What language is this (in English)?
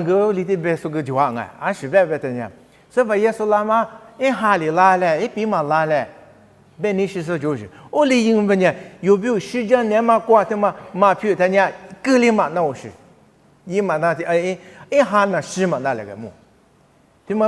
Lisu